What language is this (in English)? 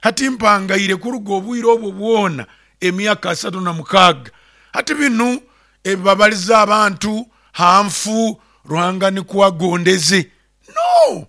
Nyoro